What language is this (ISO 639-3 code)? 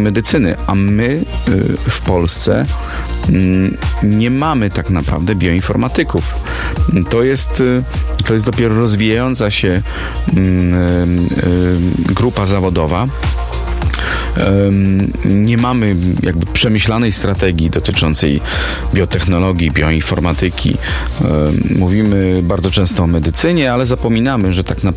pol